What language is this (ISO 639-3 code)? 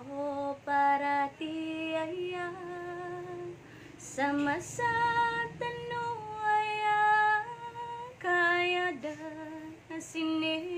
mrw